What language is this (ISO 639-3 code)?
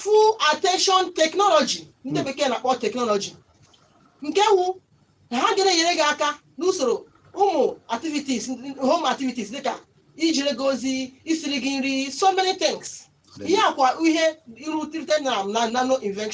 ibo